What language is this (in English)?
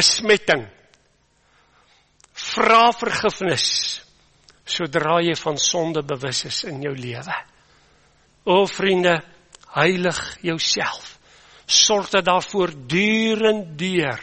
Afrikaans